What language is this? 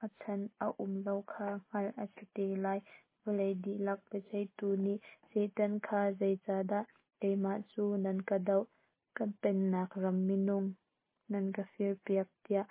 Hakha Chin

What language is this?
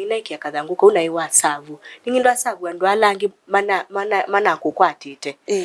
Kamba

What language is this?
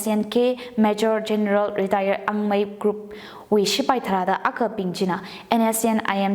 Tangkhul Naga (India)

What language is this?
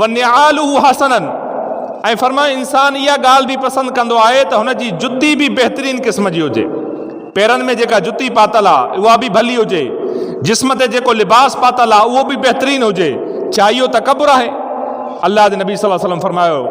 Sindhi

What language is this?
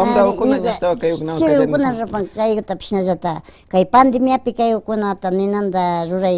Imbabura Highland Quichua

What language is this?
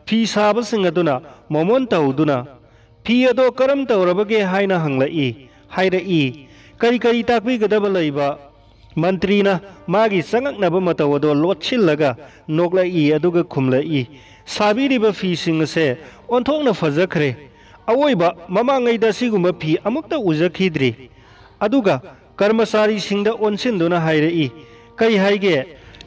Manipuri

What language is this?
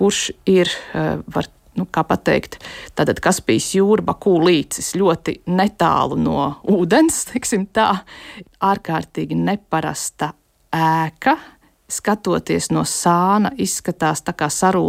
Latvian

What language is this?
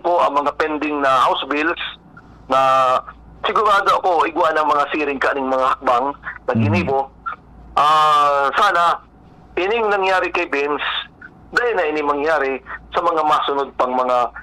Bikol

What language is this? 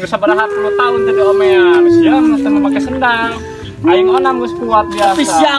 Sundanese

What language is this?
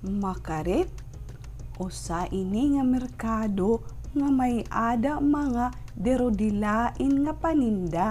Waray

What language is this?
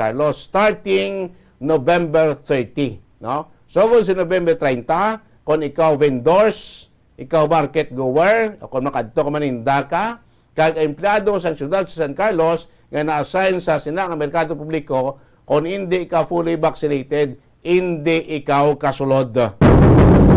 Hiligaynon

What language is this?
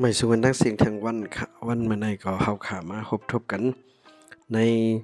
Shan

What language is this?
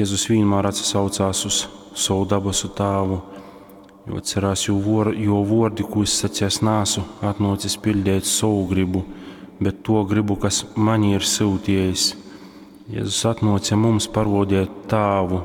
Latgalian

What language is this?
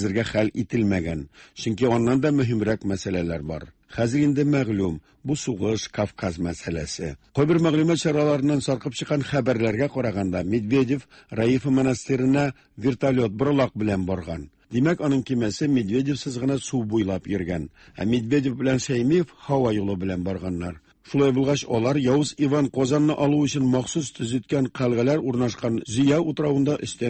Tatar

